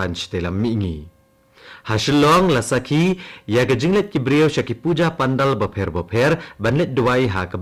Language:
Khasi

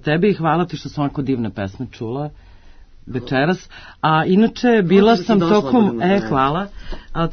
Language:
Serbian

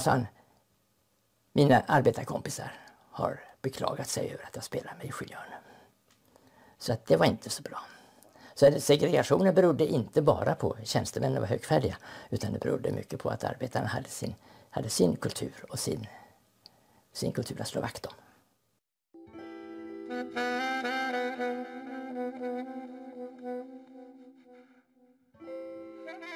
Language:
Swedish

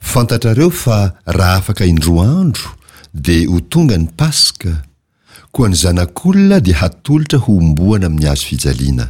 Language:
Malagasy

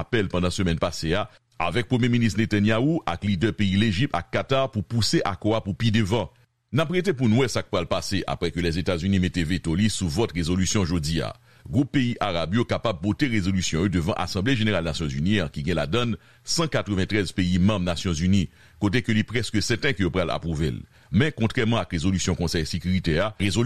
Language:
Haitian Creole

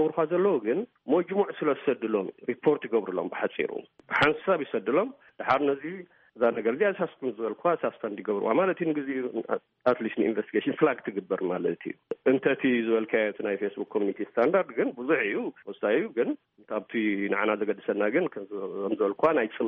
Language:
Tigrinya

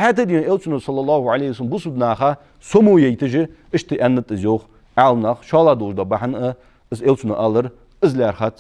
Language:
Ingush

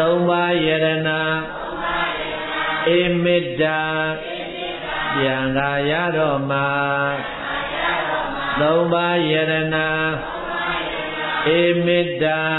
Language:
Burmese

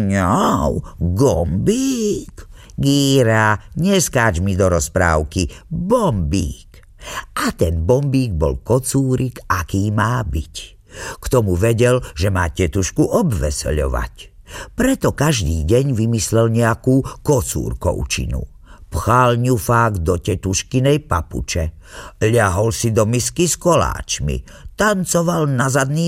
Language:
Slovak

